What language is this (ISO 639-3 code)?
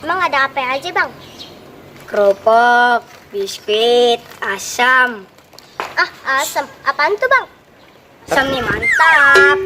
bew